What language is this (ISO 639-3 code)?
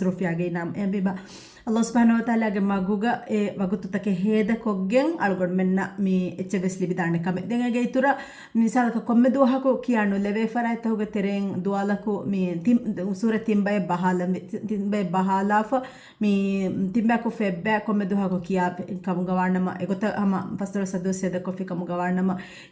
div